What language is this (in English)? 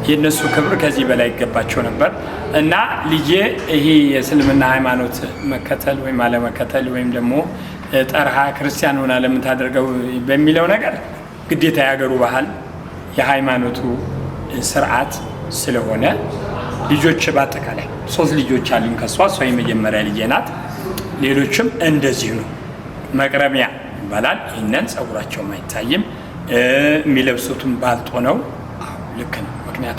Amharic